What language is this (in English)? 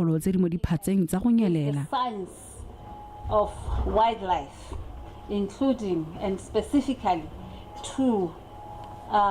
Tswana